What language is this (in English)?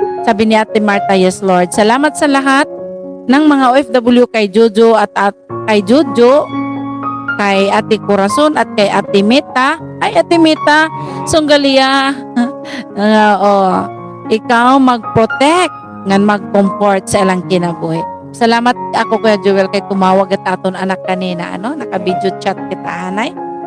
Waray